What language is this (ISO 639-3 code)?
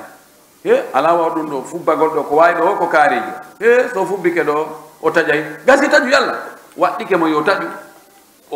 fuf